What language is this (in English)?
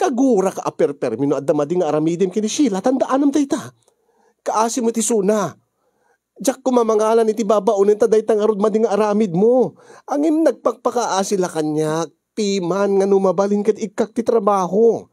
Iloko